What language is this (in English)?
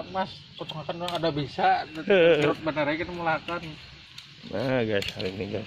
Banjar